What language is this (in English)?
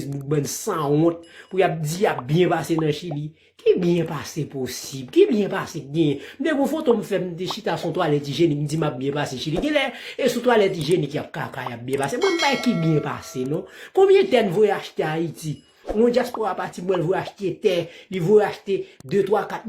Haitian Creole